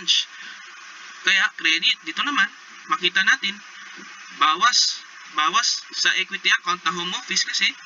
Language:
Filipino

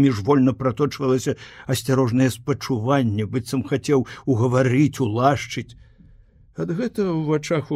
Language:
Belarusian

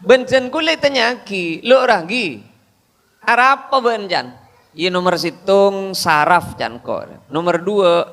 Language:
Madurese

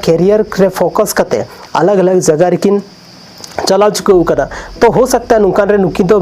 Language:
Santali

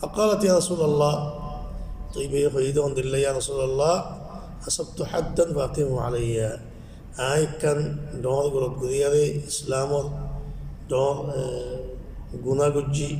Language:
Rohingya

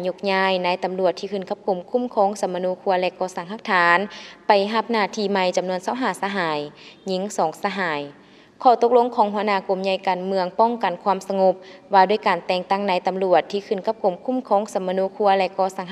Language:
Lao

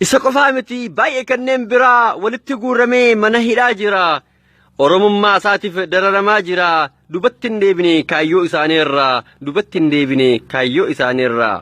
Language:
Oromo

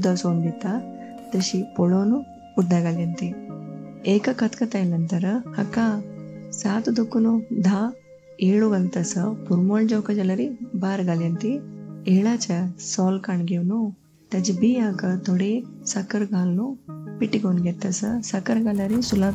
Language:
Konkani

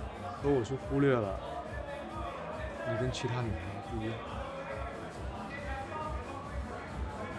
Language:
Chinese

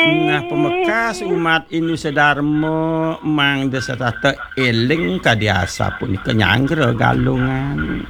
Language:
Balinese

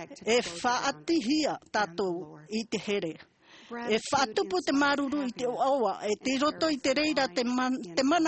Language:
Tahitian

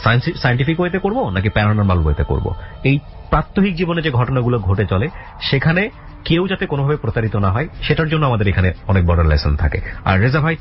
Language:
Bangla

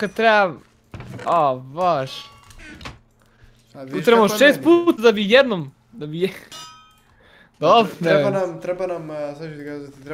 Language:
Croatian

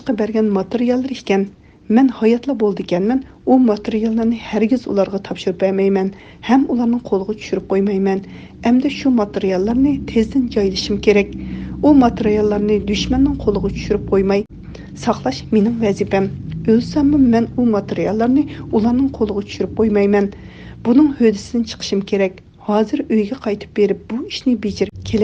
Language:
Uyghur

